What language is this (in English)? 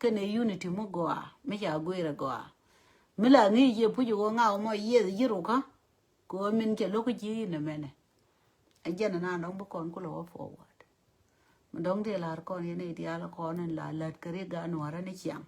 Nuer